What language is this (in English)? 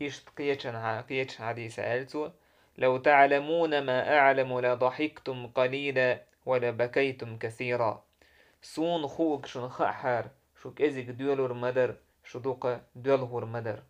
Chechen